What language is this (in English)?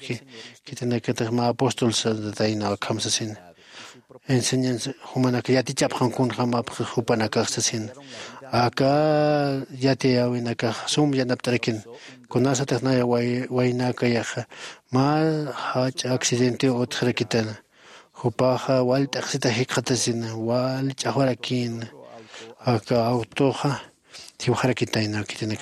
Aymara